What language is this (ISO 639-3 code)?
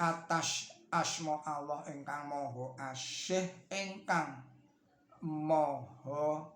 jav